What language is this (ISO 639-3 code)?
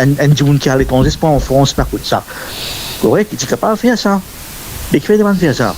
mfe